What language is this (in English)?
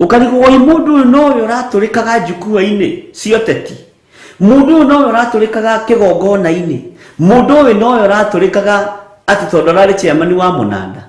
Kikuyu